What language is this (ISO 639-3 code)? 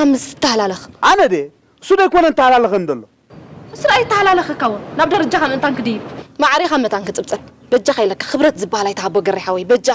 tir